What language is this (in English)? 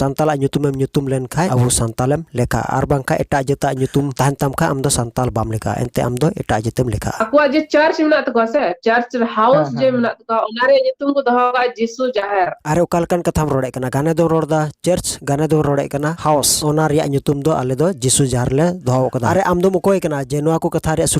Santali